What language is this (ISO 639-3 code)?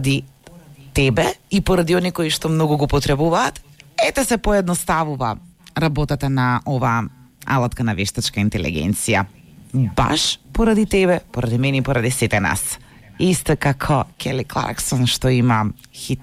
mkd